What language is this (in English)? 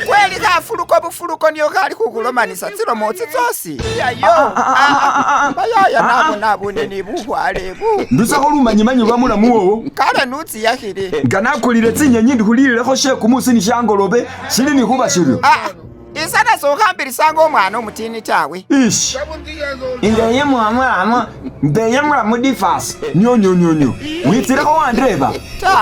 Masaaba